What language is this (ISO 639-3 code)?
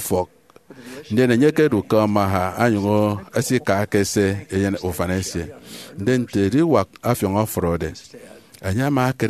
efi